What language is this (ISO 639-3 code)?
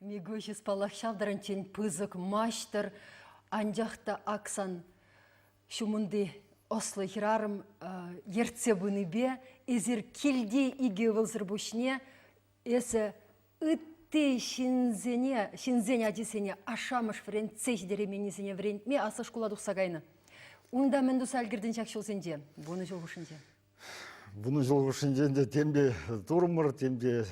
chv